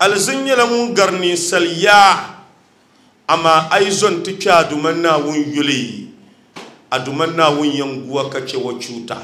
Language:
Dagbani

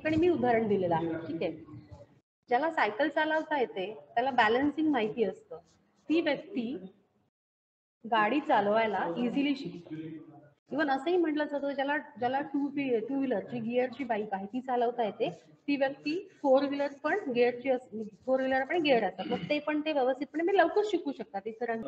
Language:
Marathi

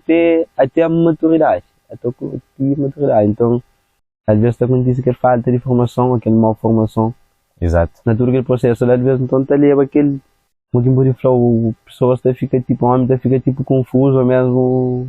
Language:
Kabuverdianu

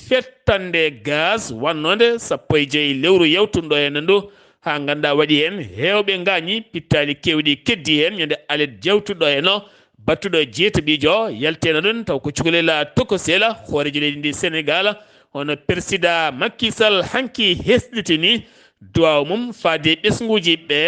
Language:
Fula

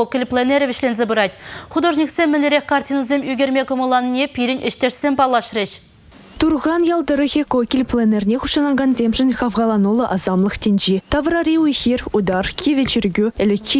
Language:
Chuvash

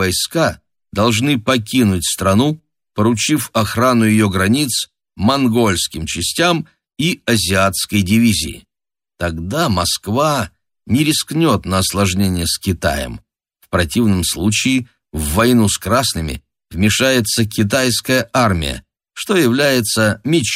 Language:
Russian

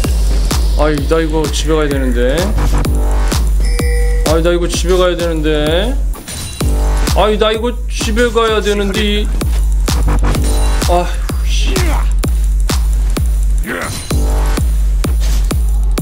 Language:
Korean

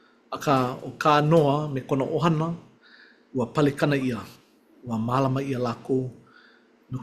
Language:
Hawaiian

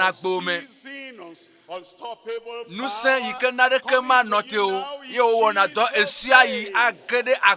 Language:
Ewe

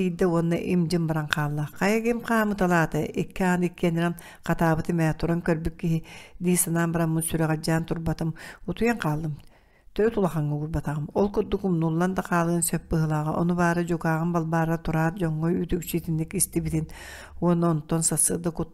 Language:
Yakut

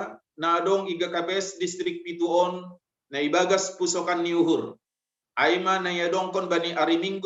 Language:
Batak Simalungun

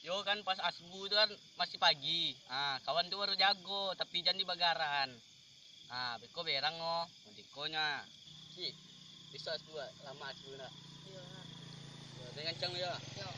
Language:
Minangkabau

